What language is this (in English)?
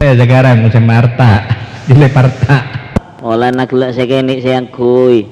Madurese